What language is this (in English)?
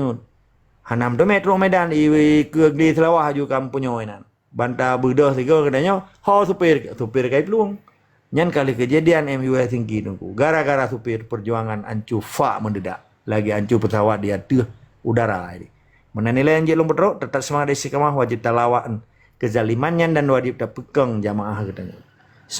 Achinese